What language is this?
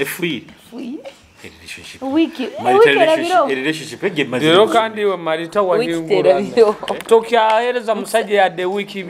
Nyoro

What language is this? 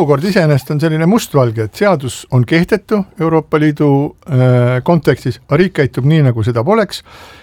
Estonian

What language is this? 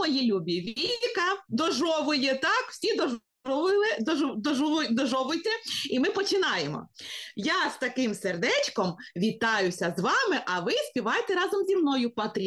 Ukrainian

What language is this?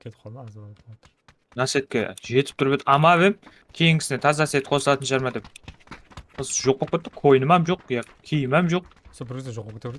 Kara-Kalpak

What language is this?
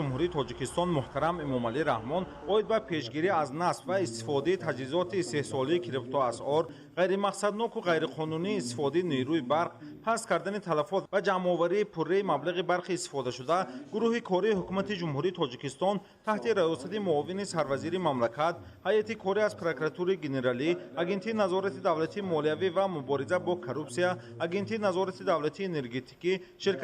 Tajik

